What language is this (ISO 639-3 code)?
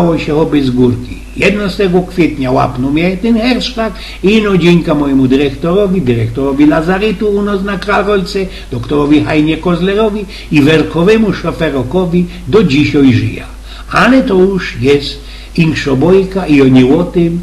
szl